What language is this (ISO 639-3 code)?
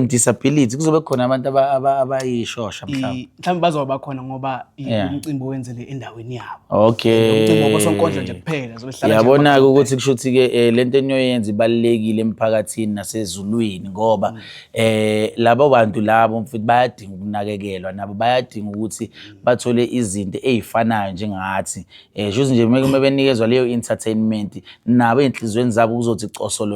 zul